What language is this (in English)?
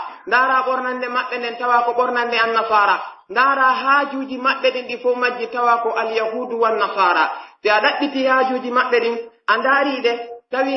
Pular